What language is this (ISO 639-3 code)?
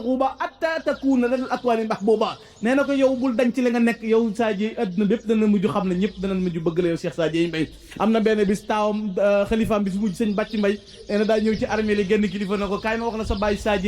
wol